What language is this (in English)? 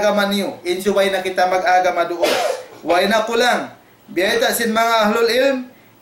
Tausug